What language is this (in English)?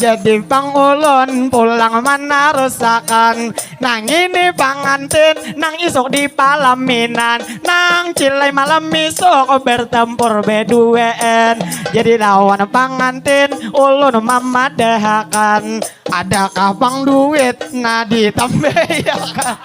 Banjar